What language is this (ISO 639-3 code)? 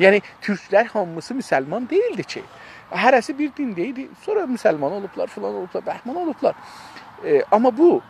azb